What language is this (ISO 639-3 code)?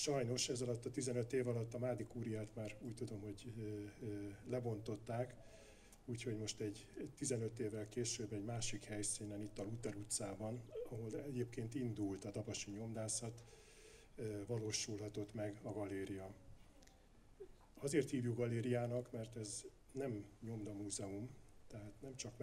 hun